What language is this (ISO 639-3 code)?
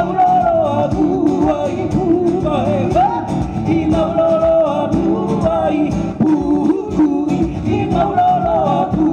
haw